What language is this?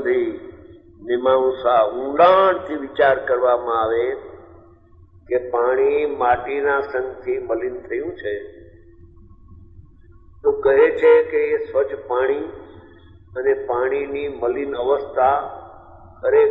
Gujarati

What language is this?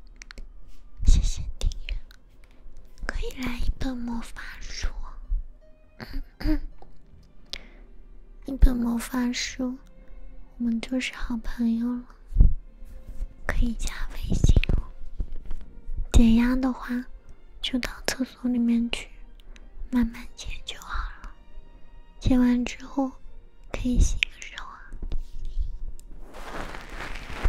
Chinese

